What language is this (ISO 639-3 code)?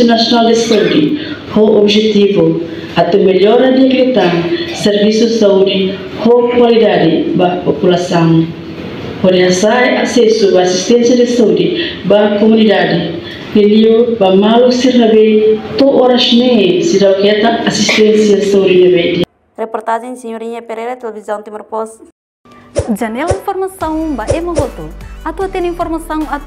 tet